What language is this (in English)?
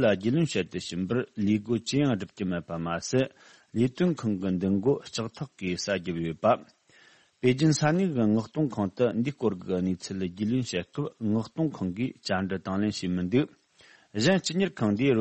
Tibetan